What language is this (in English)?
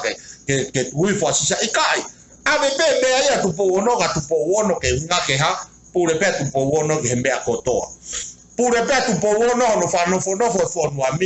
Tongan